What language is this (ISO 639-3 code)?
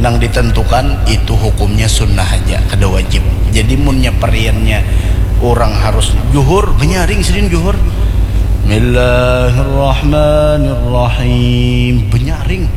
bjn